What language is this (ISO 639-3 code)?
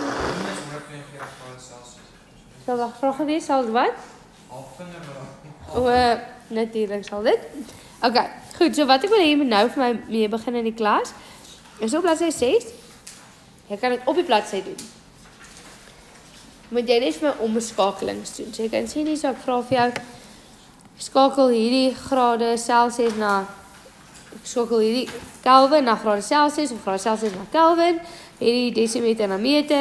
afr